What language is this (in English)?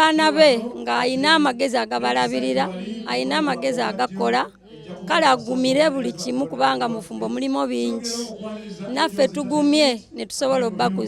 Ganda